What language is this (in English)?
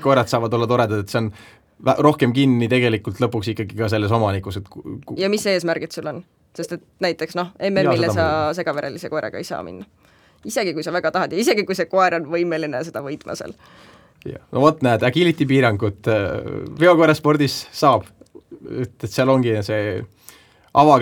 Estonian